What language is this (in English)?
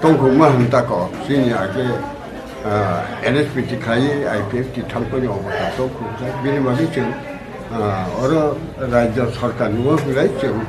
Kok Borok